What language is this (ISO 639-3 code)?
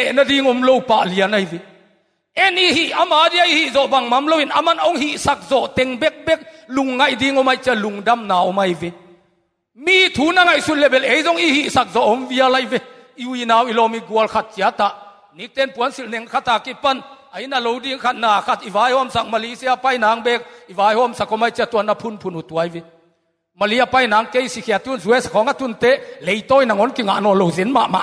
ctd